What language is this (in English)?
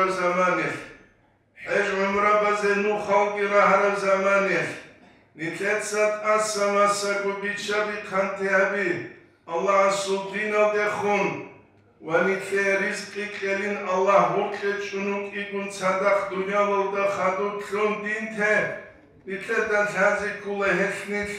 Avaric